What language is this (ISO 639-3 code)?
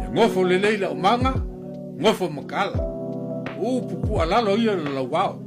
smo